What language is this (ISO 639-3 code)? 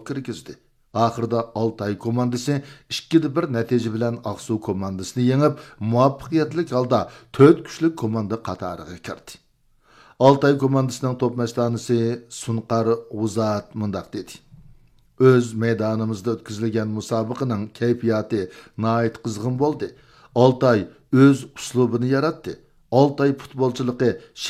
uig